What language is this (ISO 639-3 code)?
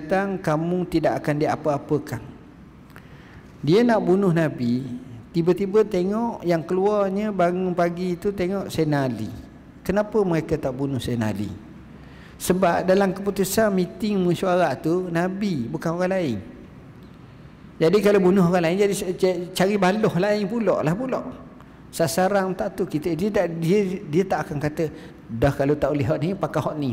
msa